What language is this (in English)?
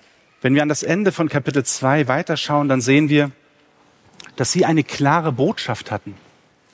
German